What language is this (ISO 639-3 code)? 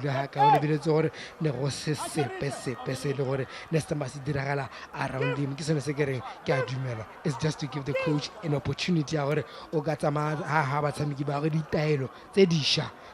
tsn